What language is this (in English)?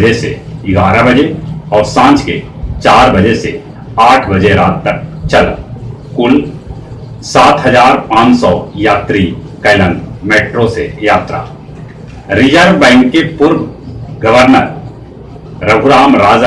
Magahi